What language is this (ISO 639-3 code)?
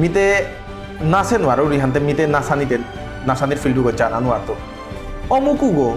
bpy